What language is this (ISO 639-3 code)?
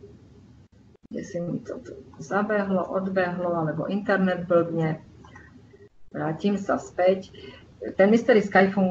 slk